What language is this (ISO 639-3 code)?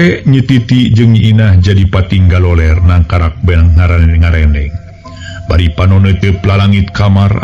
sun